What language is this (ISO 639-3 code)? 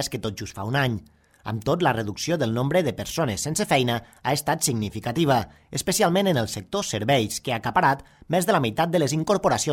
cat